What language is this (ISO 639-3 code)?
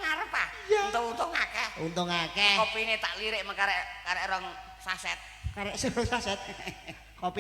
jav